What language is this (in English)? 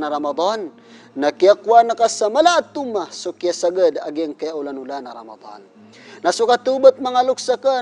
Maranao